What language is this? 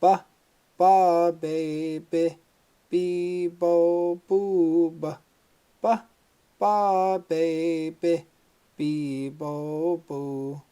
Chippewa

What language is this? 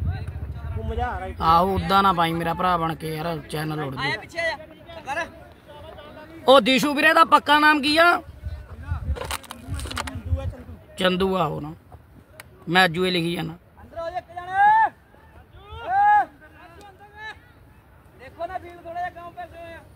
Punjabi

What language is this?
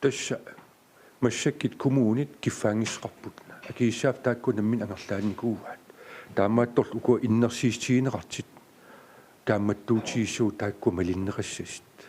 Kalaallisut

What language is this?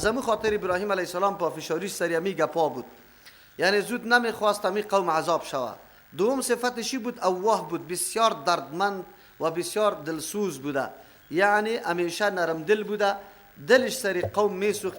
Persian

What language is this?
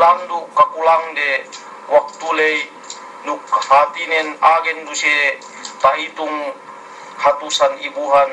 Yakan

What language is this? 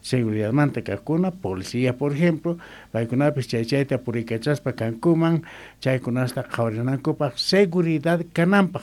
Quechua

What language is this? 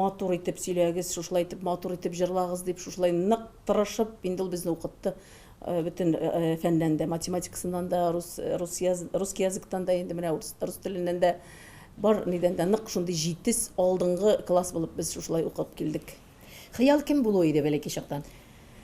Tatar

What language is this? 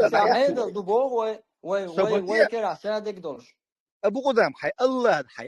Chechen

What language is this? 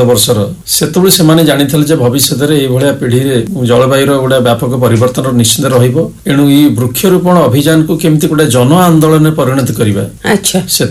Odia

